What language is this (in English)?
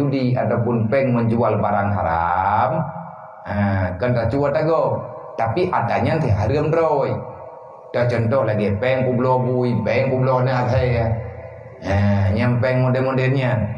Achinese